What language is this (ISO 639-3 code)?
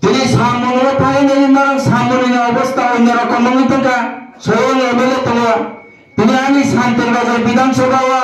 trp